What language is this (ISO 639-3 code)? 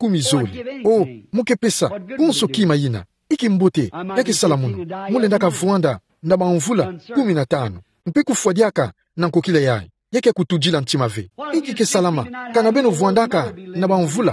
ktu